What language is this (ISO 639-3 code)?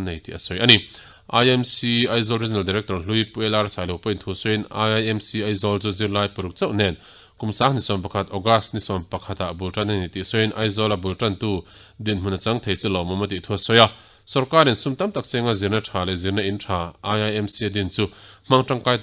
lus